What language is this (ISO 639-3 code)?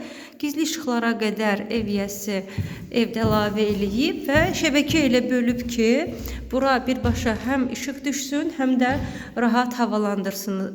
aze